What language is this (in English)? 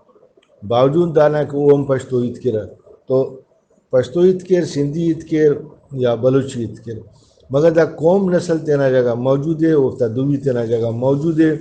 Brahui